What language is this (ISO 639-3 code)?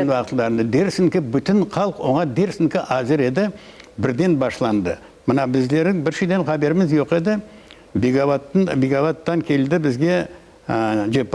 crh